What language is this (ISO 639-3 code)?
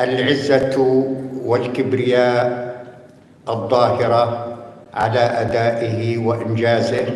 apc